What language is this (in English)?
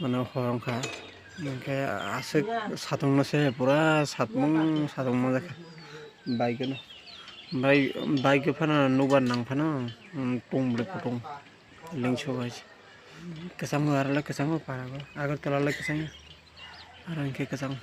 Kok Borok